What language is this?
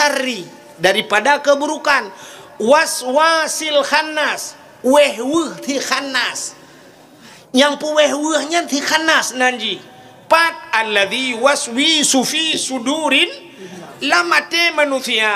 Achinese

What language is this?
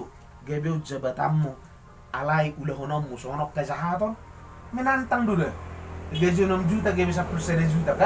Batak Toba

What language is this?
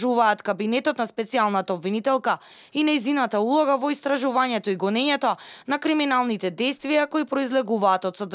Macedonian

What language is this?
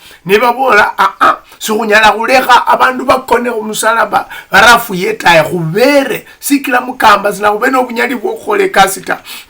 Luyia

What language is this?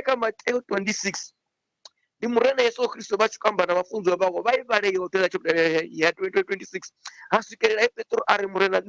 Venda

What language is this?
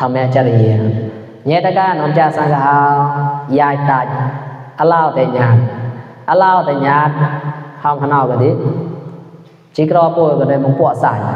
Mon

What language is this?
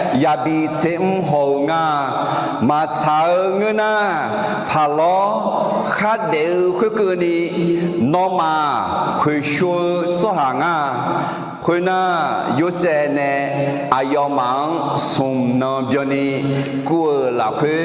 Akha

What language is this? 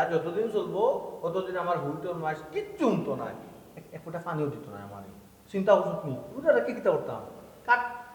Sylheti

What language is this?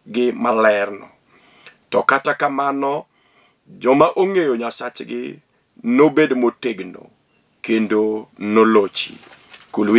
Luo (Kenya and Tanzania)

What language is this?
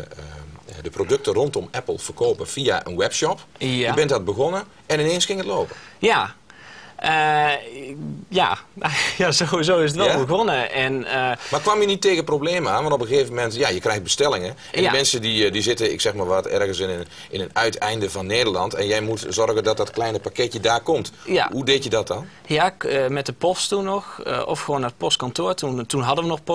Dutch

